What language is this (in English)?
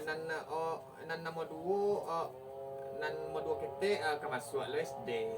Minangkabau